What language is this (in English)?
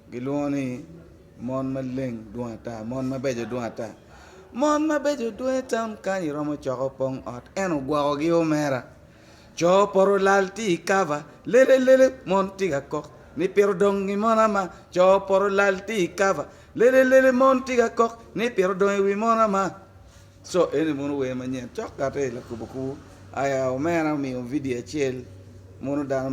Acoli